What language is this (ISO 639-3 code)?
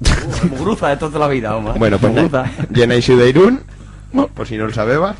arg